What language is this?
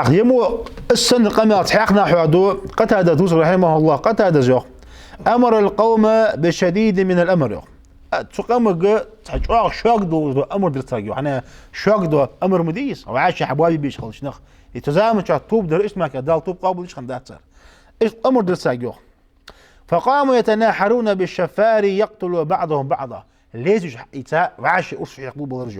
Ingush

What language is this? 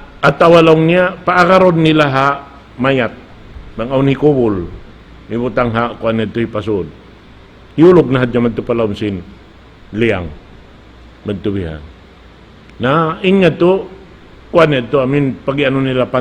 Tausug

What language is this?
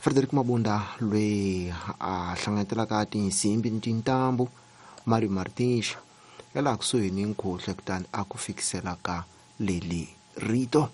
Tsonga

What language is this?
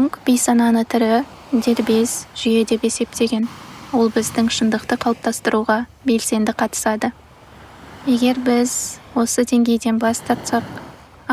Kazakh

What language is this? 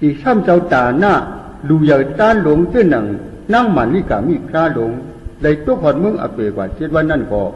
Shan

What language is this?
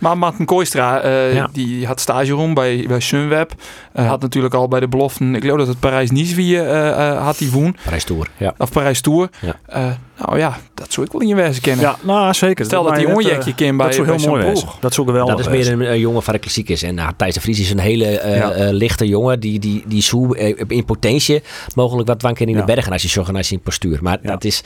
Western Frisian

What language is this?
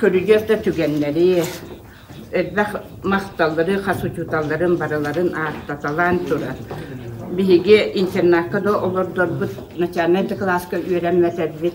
Yakut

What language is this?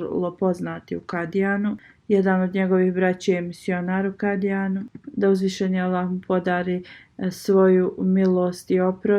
Bosnian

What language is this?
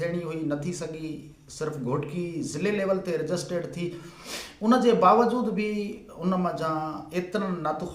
Sindhi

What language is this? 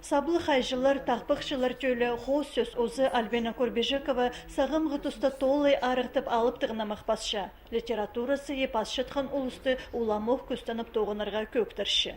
Khakas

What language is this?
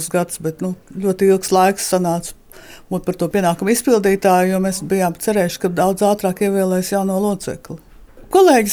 Latvian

